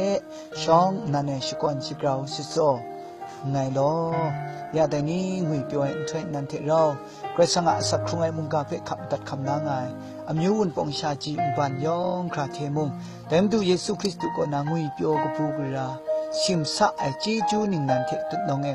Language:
Kachin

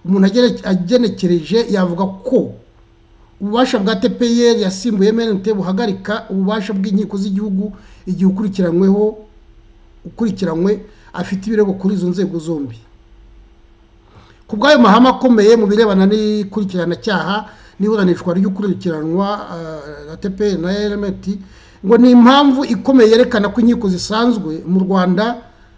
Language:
Kinyarwanda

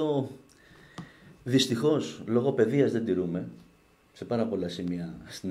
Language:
Greek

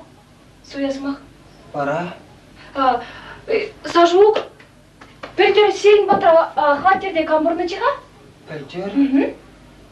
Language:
Chuvash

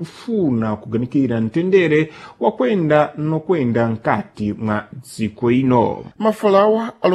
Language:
Sena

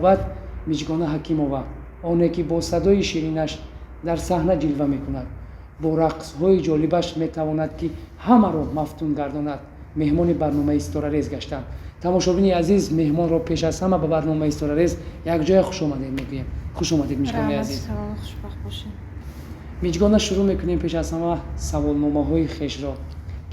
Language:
Tajik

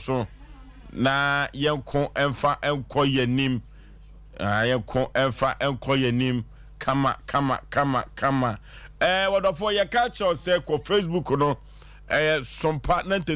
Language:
Akan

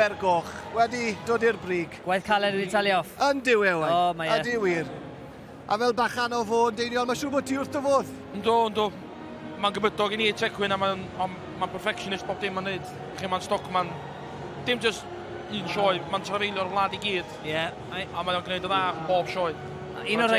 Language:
Welsh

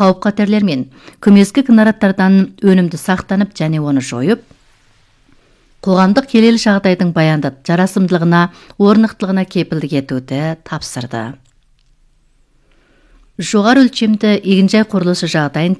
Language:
Kazakh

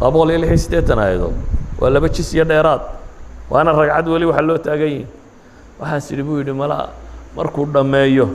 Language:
Somali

